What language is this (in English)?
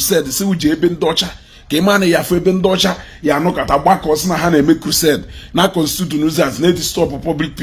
Igbo